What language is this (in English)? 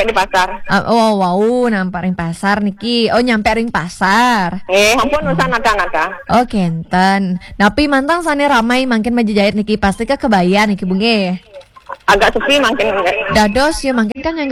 Balinese